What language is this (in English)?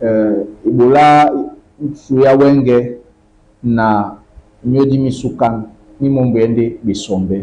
Duala